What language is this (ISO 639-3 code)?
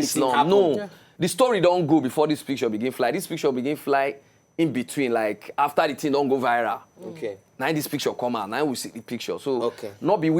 pcm